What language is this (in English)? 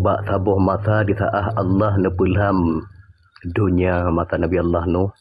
Achinese